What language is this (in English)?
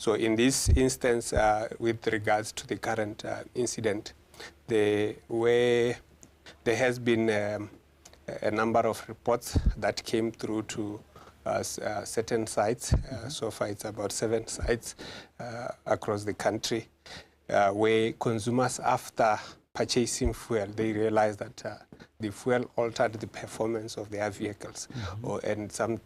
Tswana